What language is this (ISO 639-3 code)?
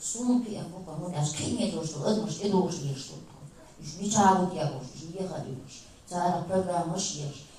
che